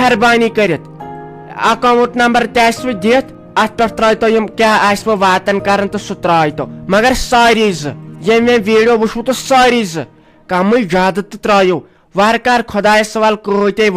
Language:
Kashmiri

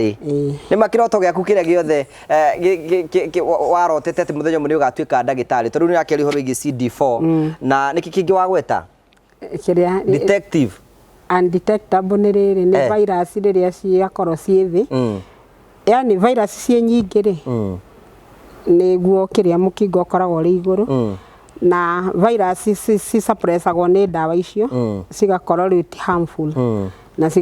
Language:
Kikuyu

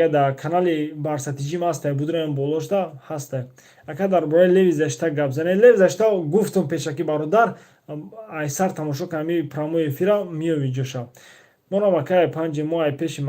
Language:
Tajik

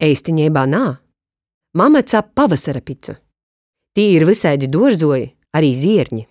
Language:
Latgalian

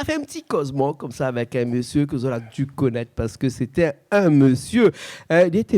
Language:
Réunion Creole French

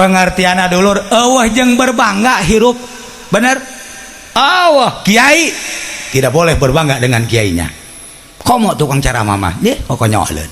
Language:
Sundanese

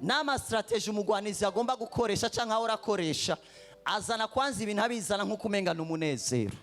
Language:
Rundi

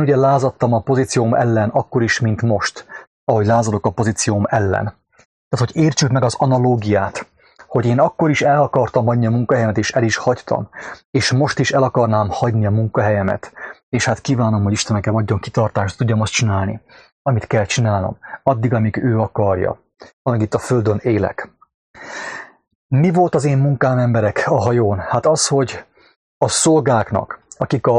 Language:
Hungarian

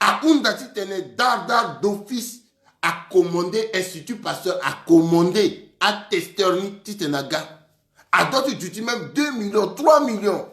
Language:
Sango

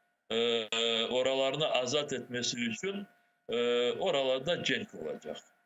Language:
Crimean Tatar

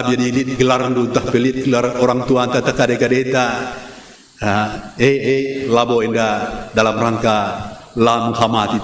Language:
Batak Karo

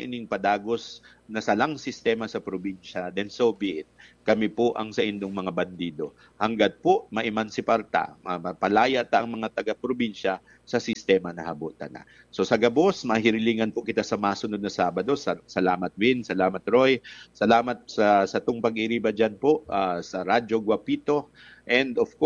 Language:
Bikol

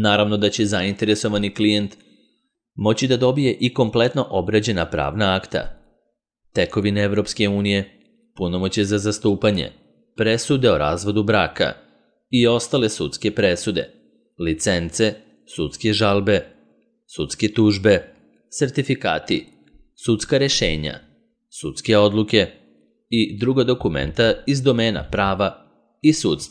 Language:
Serbian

